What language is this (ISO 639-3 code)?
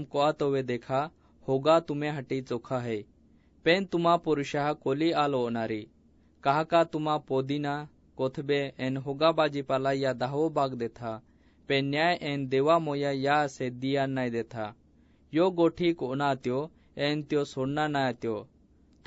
asm